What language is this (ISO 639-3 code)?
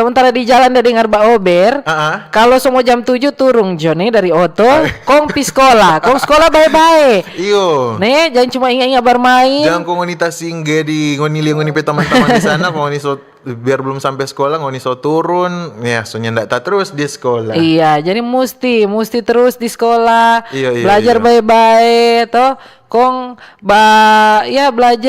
xmm